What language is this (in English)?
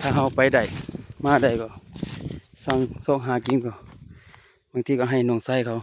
Lao